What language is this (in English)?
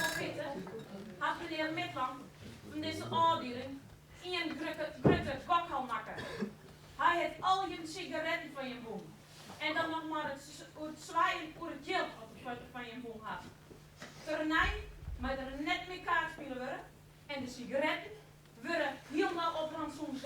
Western Frisian